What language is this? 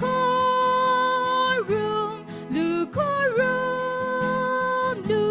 Tangkhul Naga (India)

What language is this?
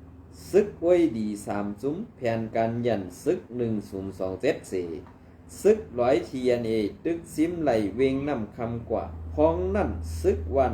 Shan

